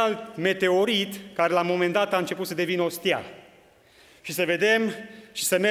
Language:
Romanian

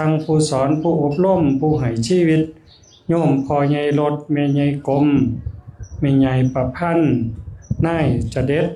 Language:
Northeastern Thai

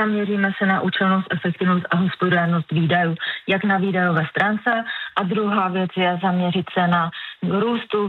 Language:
Czech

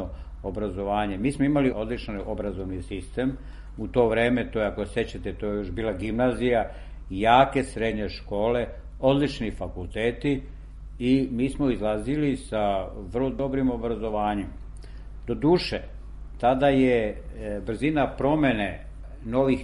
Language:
Serbian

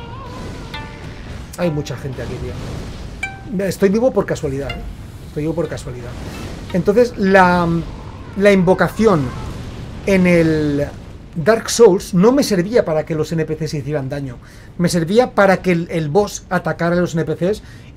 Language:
Spanish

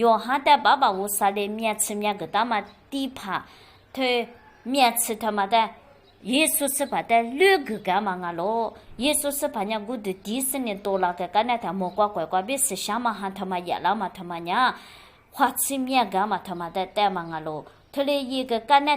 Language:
Lisu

